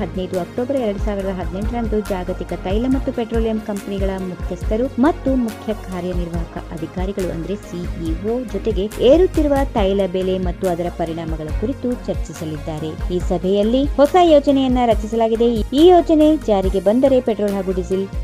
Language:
Kannada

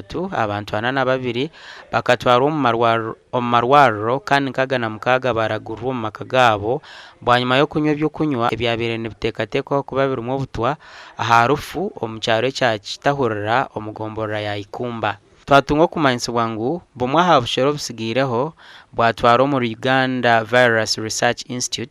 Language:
Nyankole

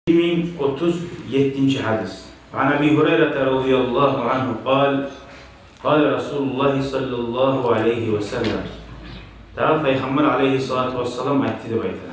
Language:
Kumyk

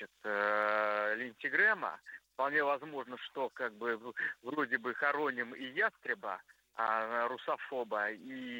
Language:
Russian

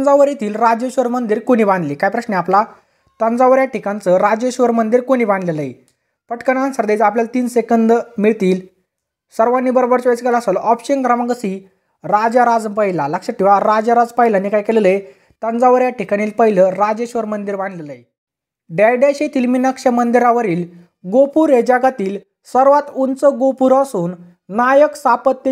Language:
Marathi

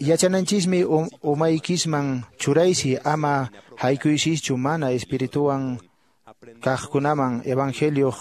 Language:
Quechua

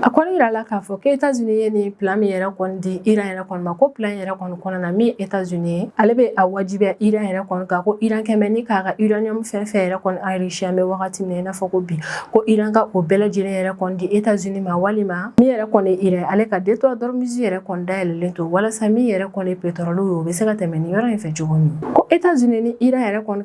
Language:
Bambara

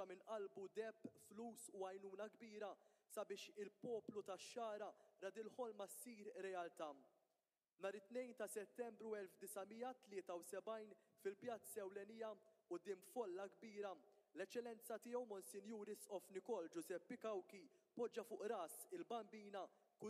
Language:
Maltese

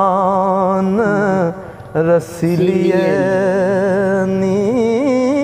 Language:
Punjabi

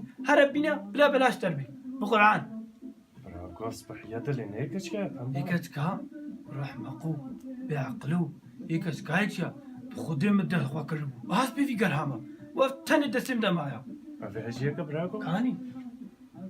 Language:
Kurdish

